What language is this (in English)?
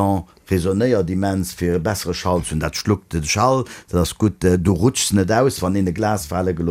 Luxembourgish